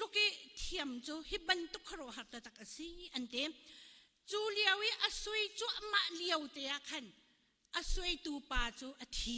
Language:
Hakha Chin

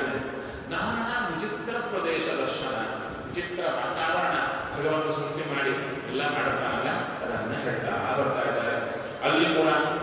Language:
Kannada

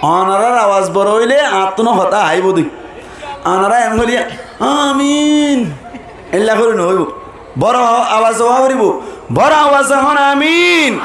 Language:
Rohingya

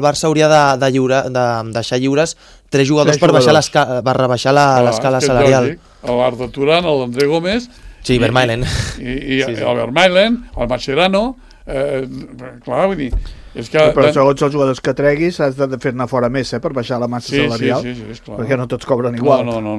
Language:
Catalan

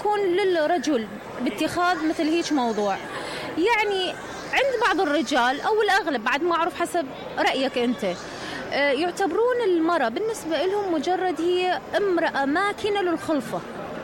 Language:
Mesopotamian Arabic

